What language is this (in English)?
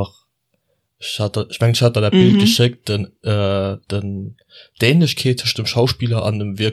Luxembourgish